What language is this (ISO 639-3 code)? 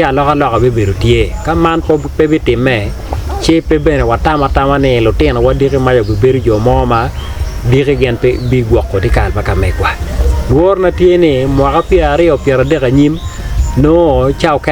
ach